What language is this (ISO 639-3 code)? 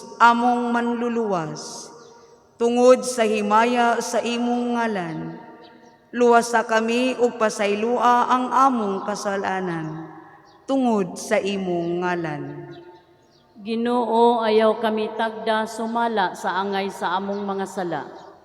ceb